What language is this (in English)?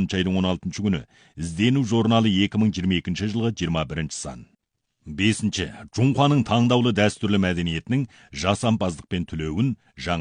Kazakh